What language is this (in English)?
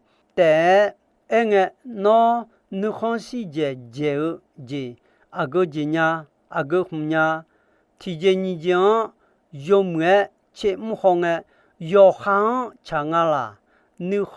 Akha